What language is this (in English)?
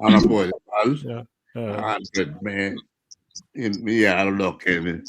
Acoli